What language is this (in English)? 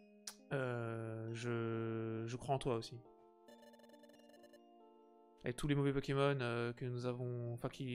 French